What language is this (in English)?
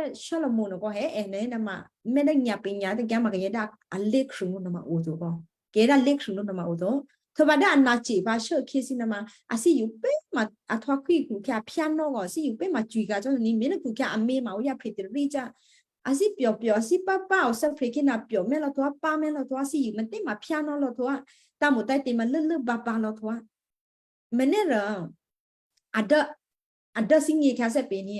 Western Kayah